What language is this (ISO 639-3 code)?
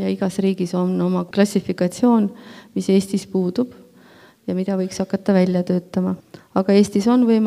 est